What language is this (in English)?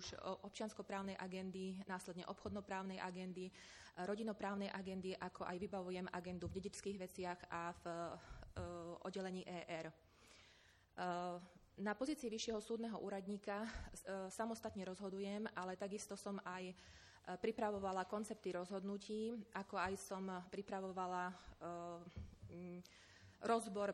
Slovak